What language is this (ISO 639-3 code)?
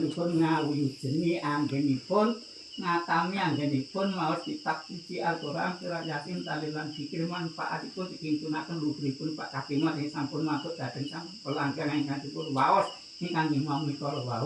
jav